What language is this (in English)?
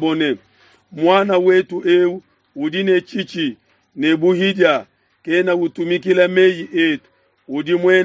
Luba-Lulua